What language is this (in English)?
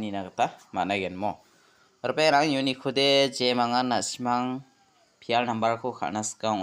Garo